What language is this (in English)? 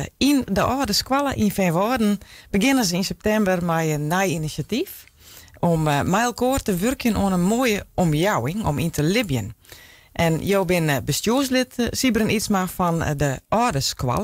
Western Frisian